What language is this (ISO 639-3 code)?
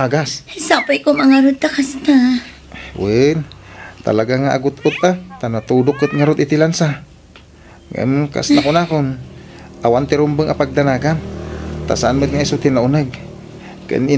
ilo